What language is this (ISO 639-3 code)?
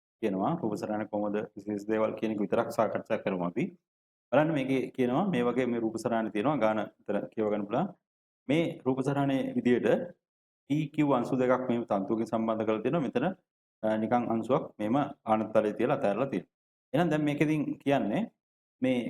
sin